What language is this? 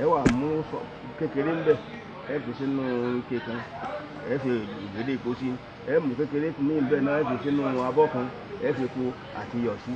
Yoruba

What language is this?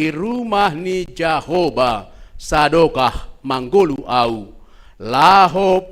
Batak Simalungun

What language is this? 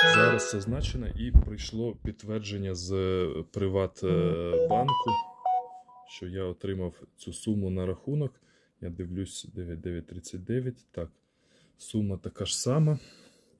Ukrainian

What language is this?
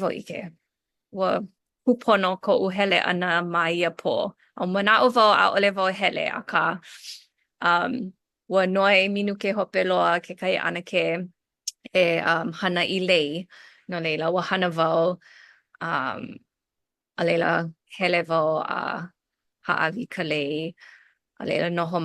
Hawaiian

